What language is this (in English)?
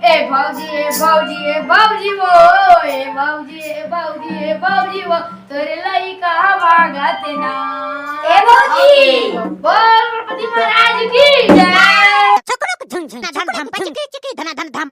Chhattisgarhi